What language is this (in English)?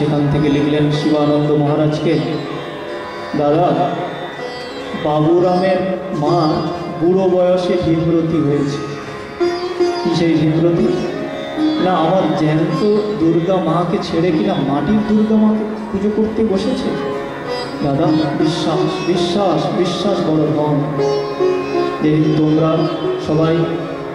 Bangla